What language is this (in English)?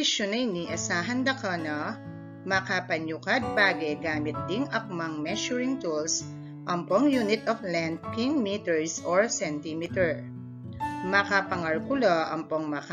Pampanga